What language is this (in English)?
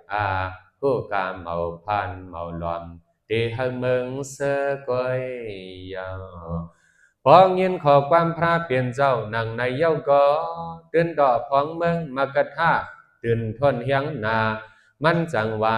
Shan